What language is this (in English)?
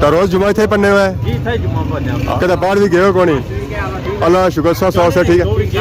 Pahari-Potwari